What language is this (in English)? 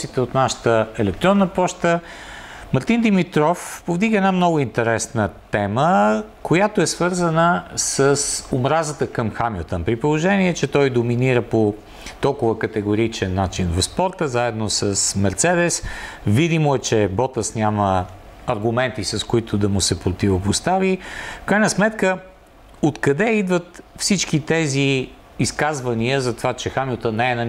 Bulgarian